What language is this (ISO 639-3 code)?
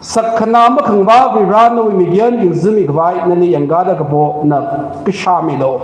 nmf